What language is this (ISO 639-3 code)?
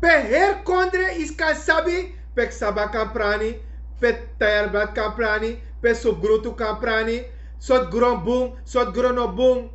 srn